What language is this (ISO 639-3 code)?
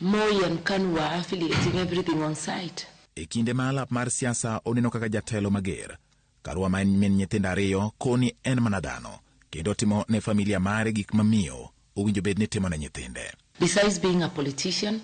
luo